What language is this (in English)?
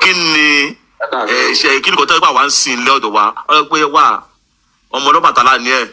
Yoruba